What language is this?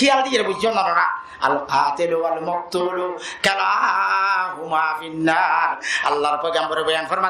Rohingya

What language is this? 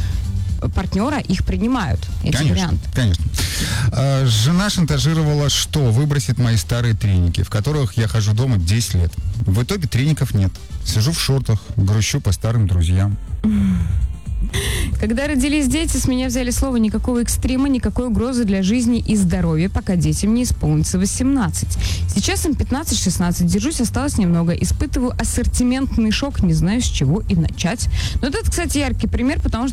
Russian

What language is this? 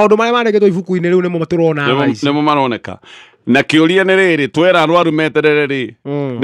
Kikuyu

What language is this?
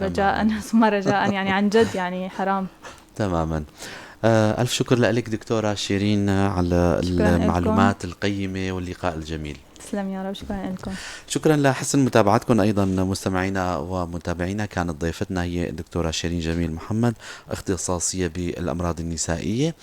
North Levantine Arabic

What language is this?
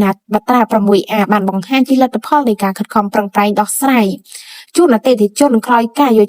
Khmer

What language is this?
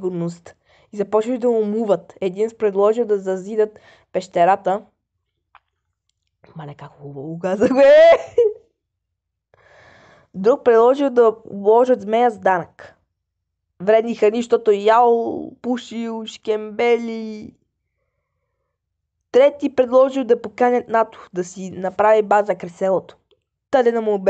Bulgarian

